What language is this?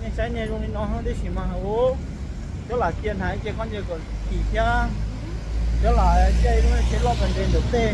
Hmong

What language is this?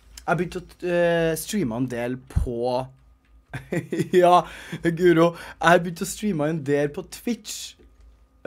Norwegian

